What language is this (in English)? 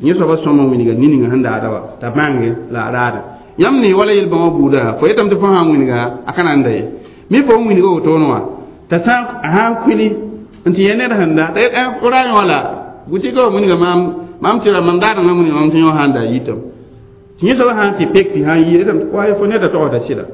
Mossi